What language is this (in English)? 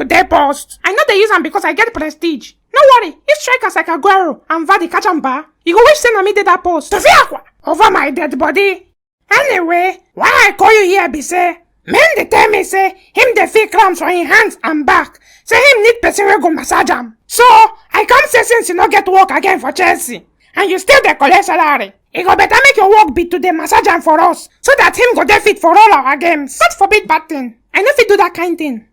Nigerian Pidgin